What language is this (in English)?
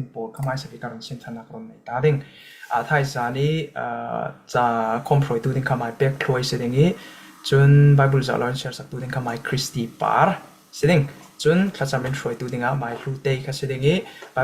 Falam Chin